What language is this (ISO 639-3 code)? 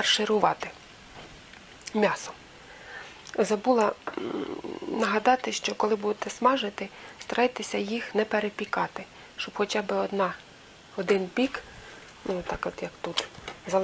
ukr